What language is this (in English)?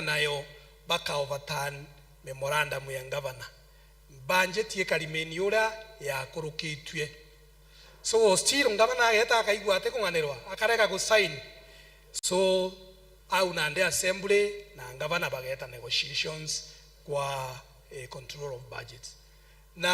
Meru